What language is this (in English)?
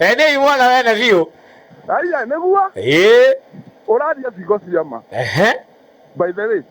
Kikuyu